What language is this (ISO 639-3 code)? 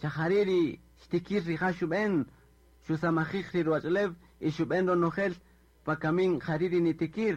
cak